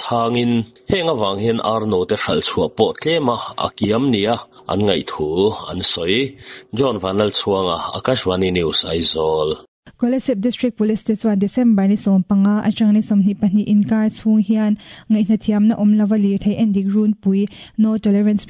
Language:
Mizo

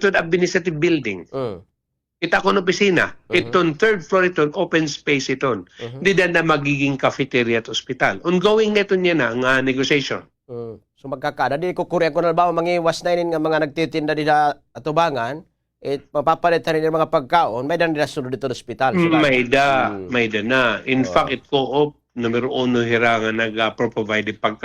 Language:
Waray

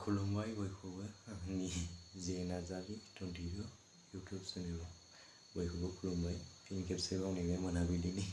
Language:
Bodo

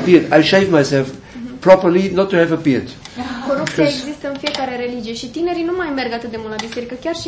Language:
Romanian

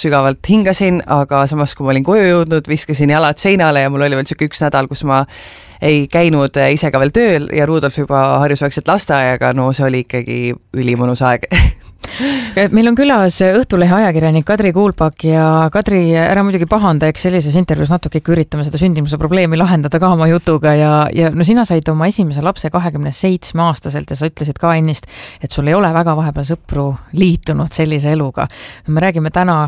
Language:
Estonian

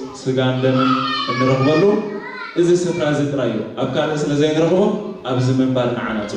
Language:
Tigrinya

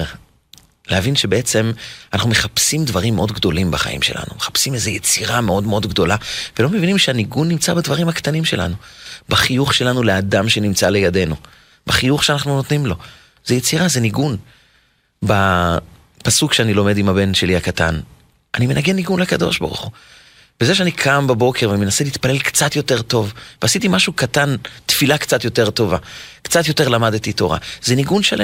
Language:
Hebrew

